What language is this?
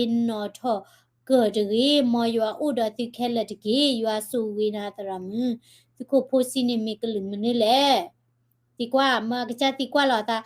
S'gaw Karen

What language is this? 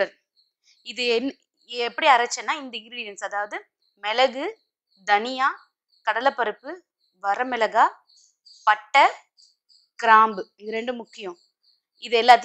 Tamil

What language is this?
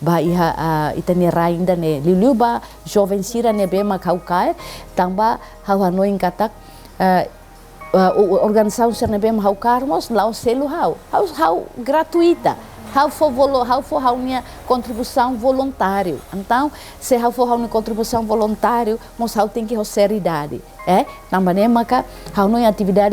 Tetum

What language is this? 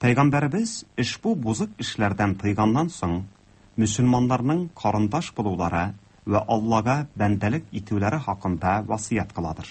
Tatar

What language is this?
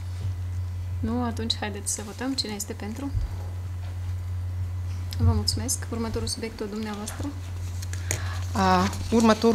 Romanian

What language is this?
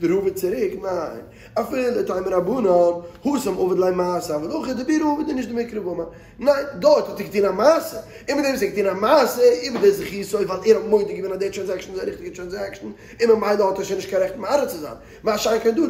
Yiddish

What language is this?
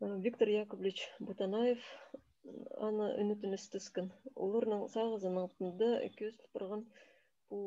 Khakas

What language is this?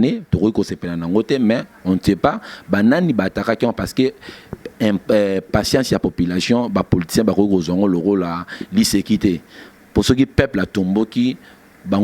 Lingala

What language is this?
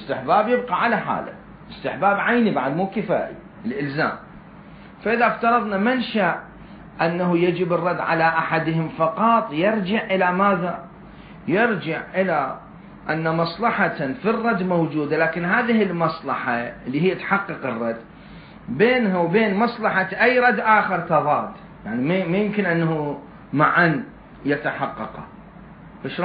Mesopotamian Arabic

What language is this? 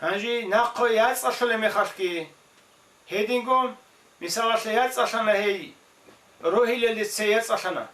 Avaric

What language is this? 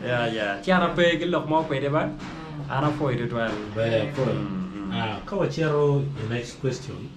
Acoli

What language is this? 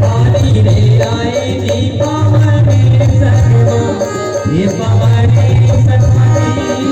Chhattisgarhi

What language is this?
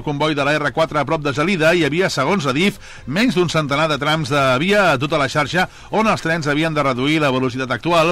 Catalan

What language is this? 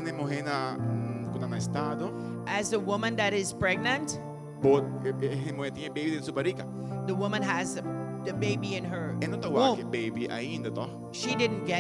Papiamento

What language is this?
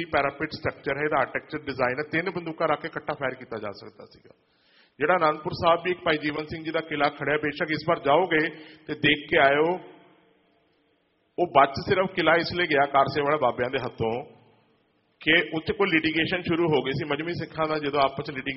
Punjabi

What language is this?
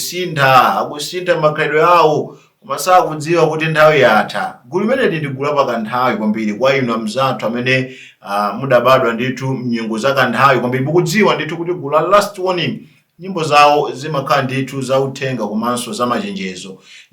Nyanja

